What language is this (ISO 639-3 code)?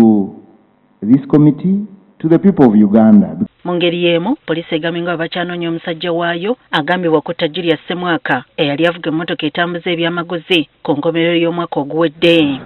lug